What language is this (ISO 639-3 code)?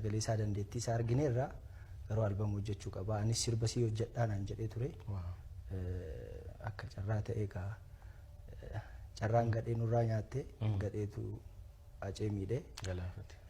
orm